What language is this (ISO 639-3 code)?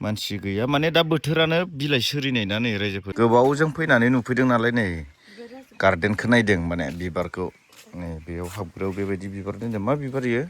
brx